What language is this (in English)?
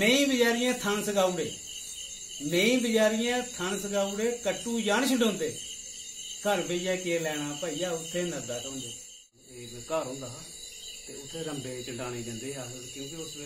Dogri